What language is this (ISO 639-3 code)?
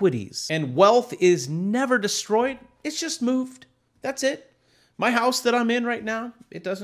eng